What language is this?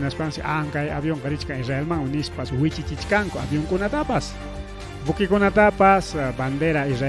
Ayacucho Quechua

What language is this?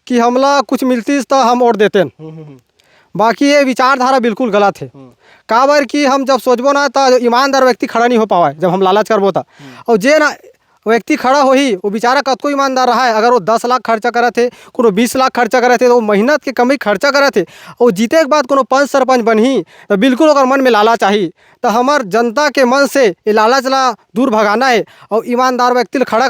Chhattisgarhi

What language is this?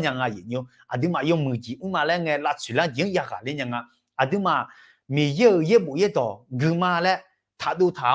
Akha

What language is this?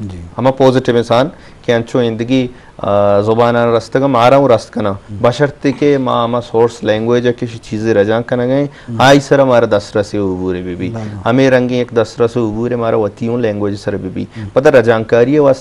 Eastern Balochi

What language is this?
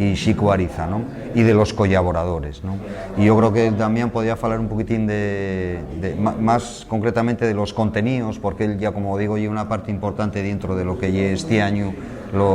Asturian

